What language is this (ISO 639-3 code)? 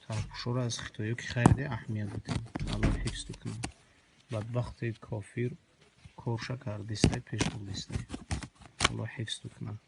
tgk